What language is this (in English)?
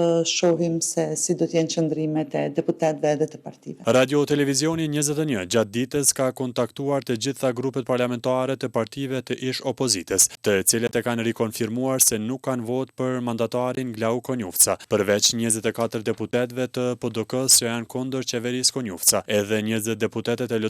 Albanian